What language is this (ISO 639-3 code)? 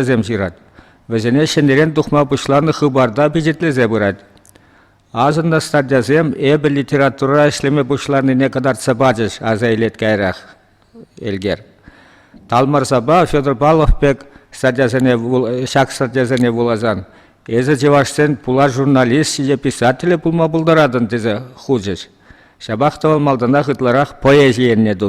chv